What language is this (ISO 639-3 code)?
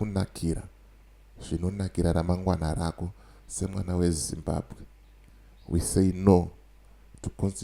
sna